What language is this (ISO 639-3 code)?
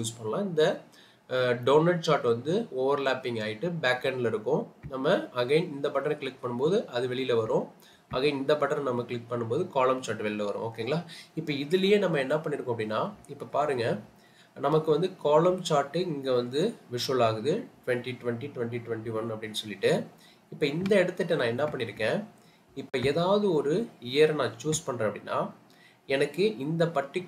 tam